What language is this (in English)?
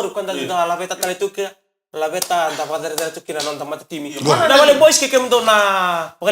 Fijian